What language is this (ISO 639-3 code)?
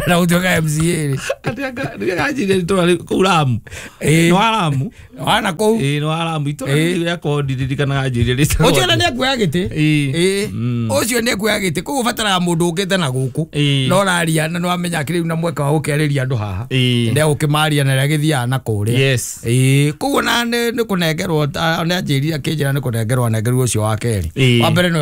kik